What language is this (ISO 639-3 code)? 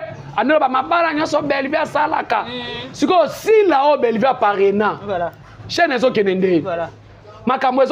lin